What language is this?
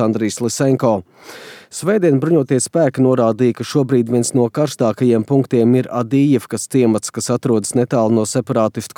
Latvian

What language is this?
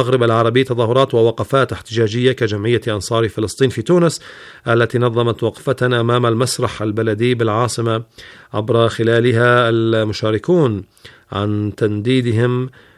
Arabic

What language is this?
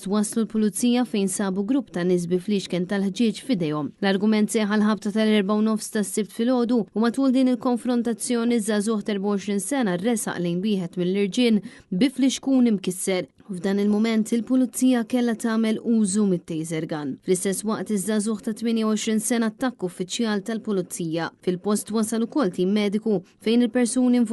Maltese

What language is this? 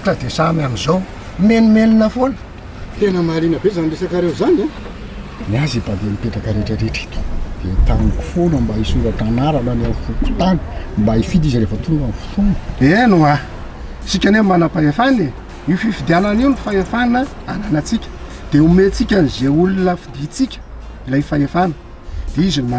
Malagasy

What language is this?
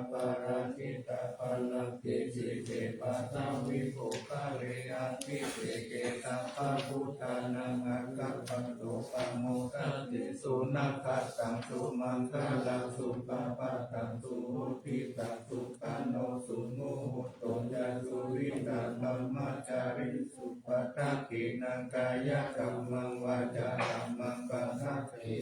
Pali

